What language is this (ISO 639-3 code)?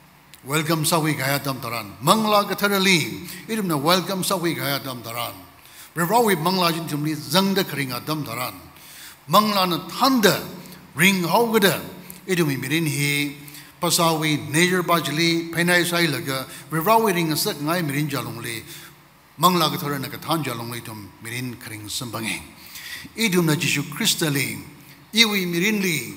nmf